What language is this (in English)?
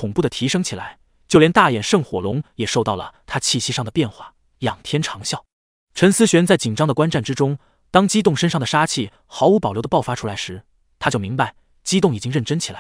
Chinese